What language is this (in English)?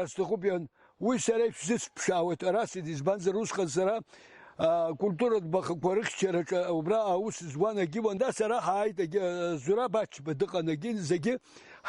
Abkhazian